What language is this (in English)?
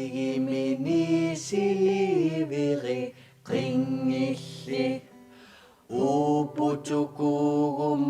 Kalaallisut